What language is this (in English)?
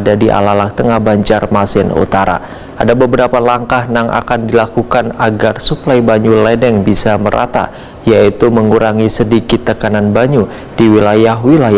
Banjar